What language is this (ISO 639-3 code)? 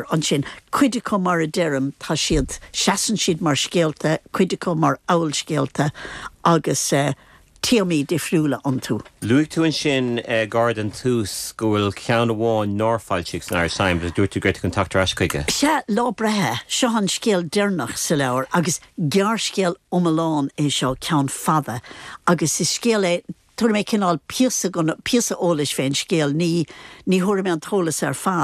gle